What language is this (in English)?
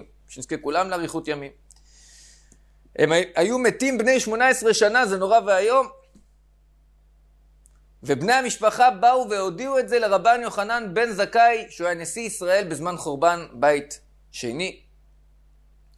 Hebrew